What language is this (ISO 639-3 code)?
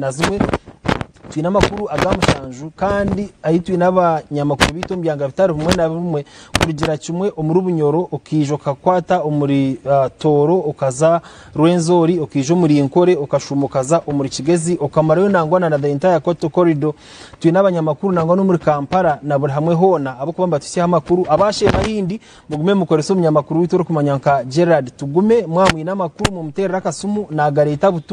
nyn